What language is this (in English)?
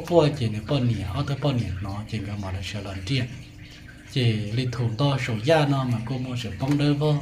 Hmong